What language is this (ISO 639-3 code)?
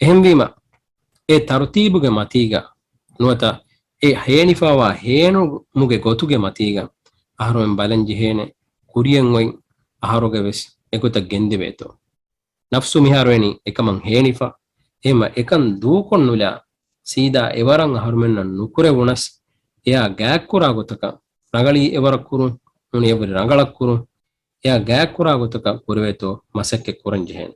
div